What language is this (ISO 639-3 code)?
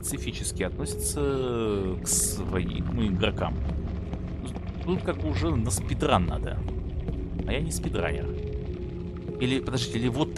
rus